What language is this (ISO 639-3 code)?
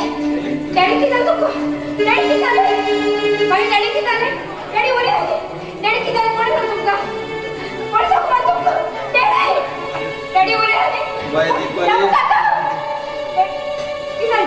kok